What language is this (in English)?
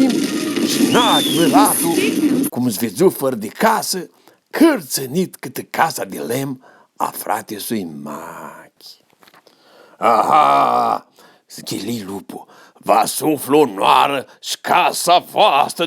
Aromanian